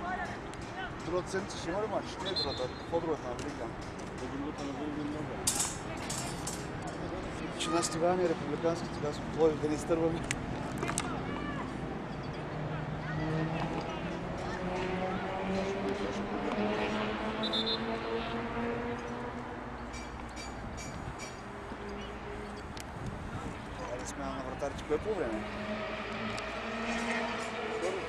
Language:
Bulgarian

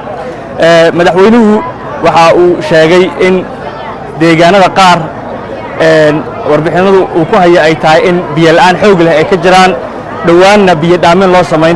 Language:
Somali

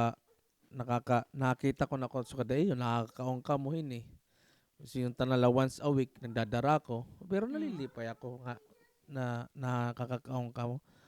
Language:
Waray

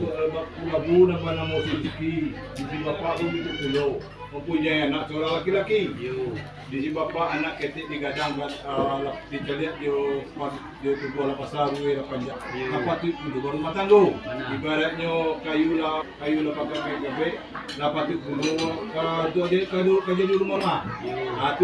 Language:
Minangkabau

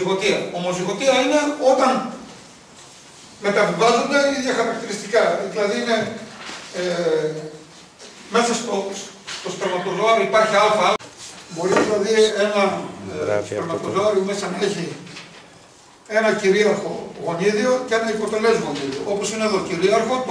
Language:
Greek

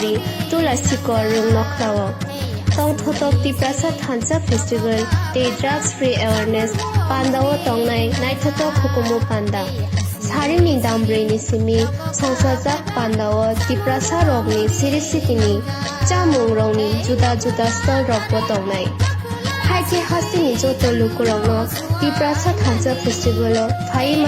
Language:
Kok Borok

